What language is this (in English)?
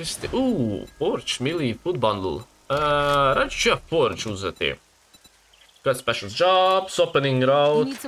Croatian